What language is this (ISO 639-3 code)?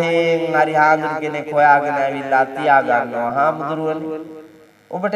sin